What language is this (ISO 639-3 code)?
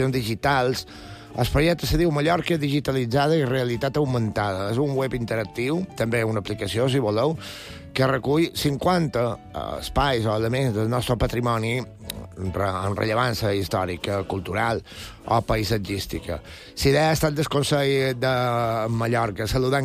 cat